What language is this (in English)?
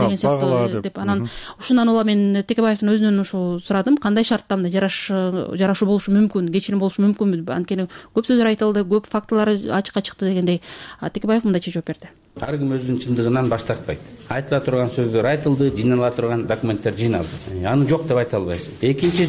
Kyrgyz